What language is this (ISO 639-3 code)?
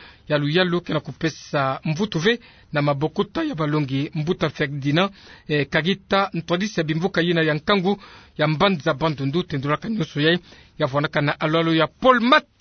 ktu